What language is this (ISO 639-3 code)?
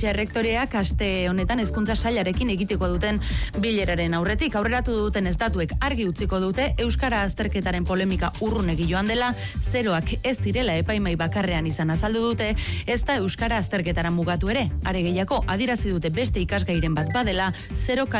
eus